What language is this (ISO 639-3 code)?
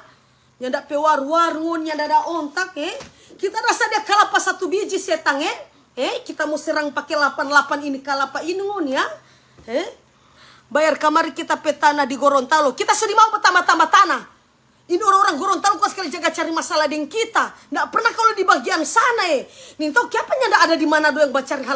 xmm